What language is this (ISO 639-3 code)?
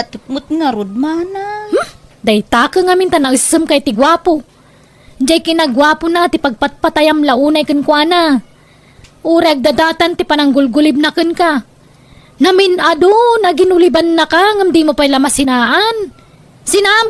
ilo